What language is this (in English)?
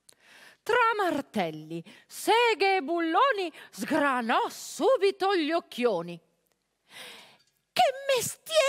Italian